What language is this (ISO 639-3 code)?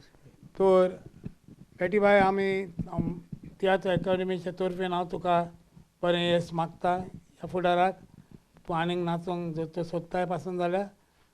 kok